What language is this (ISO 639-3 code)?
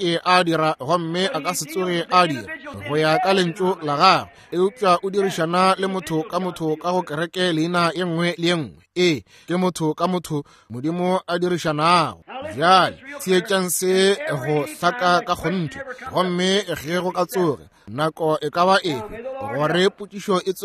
nso